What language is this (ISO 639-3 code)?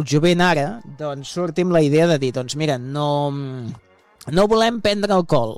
cat